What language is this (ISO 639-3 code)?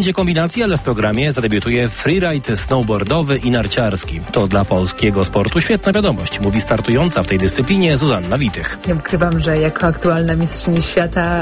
pol